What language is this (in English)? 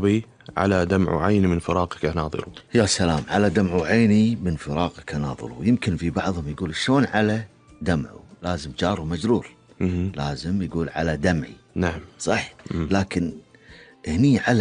Gulf Arabic